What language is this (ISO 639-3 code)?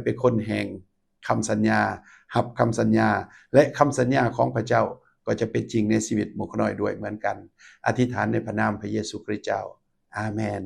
lao